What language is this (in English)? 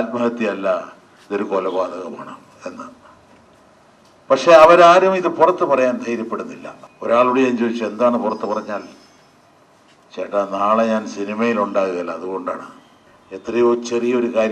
Malayalam